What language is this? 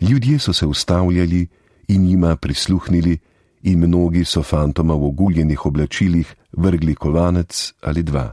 Slovenian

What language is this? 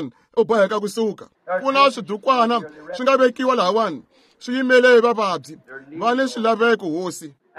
Tsonga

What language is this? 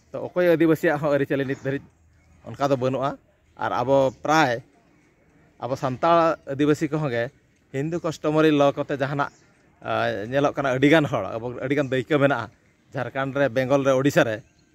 Santali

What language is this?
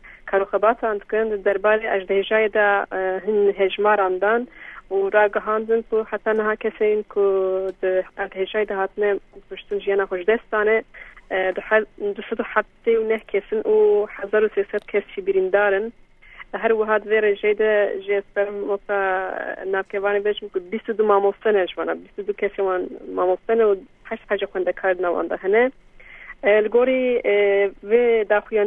Kurdish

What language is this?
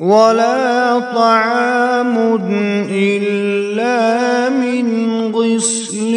Kashmiri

